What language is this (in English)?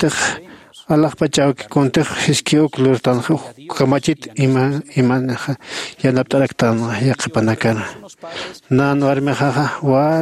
Aymara